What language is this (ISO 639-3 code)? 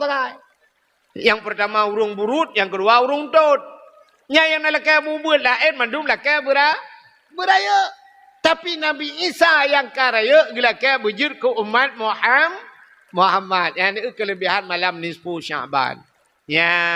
ace